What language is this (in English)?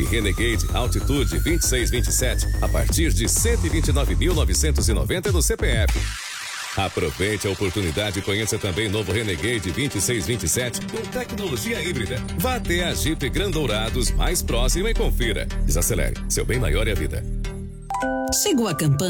Portuguese